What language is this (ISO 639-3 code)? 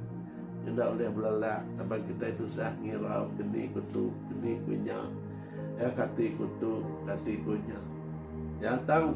iba